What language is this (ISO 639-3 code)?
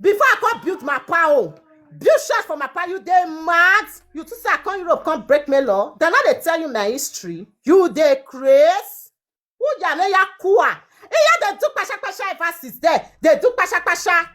pcm